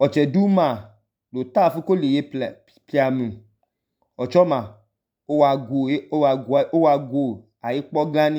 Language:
Idoma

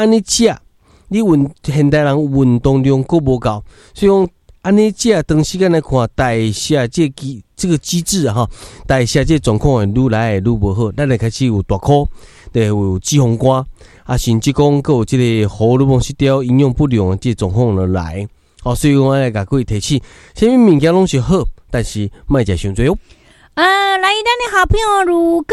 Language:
Min Nan Chinese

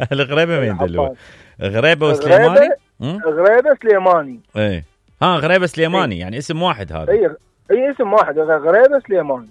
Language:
Mesopotamian Arabic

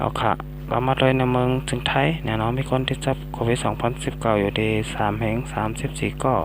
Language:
Shan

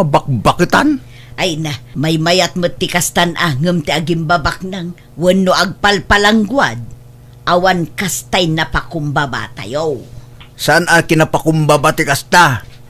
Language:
Iloko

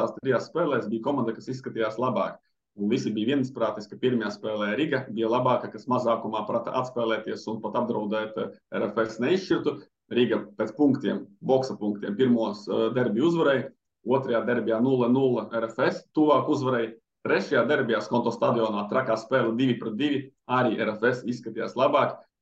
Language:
Latvian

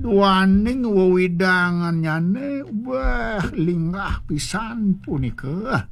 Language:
Balinese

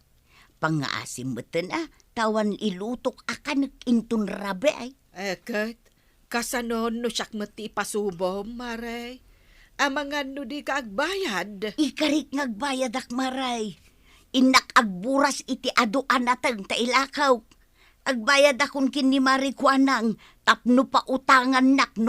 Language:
Iloko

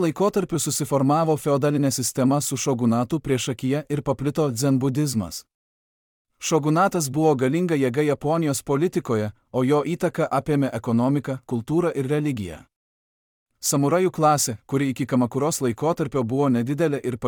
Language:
Lithuanian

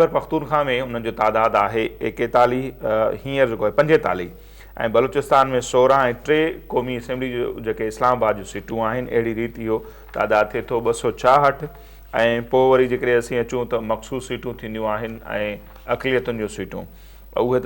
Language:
Sindhi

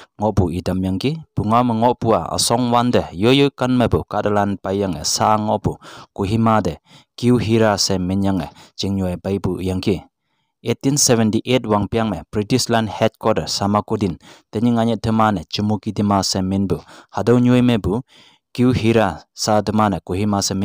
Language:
Konyak Naga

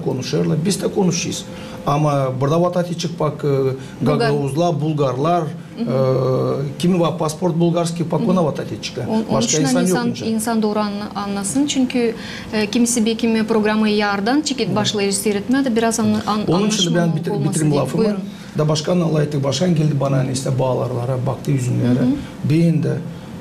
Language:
Gagauz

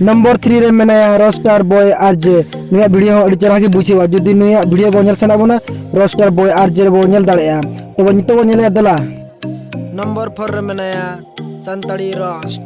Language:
Santali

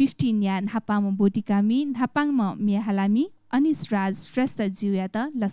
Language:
Newari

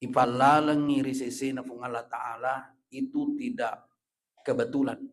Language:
Buginese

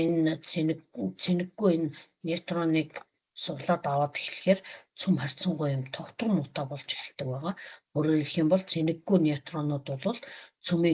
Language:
Mongolian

